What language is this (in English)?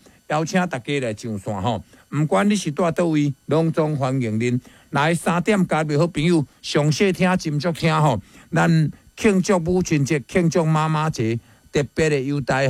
Min Nan Chinese